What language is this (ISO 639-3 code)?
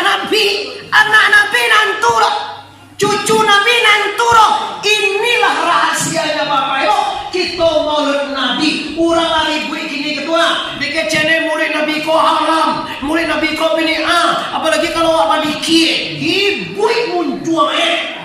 min